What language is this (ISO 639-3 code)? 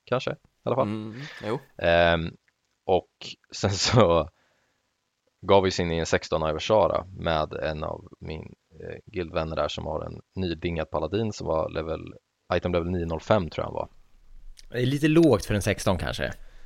swe